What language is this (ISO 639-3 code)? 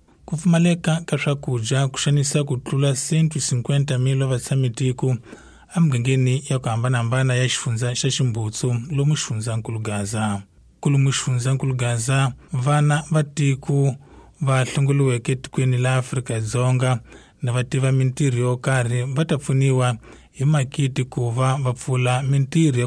tso